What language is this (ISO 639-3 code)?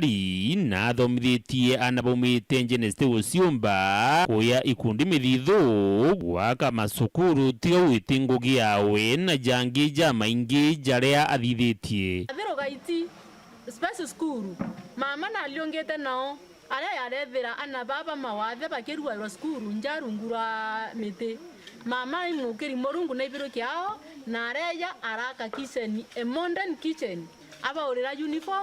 mer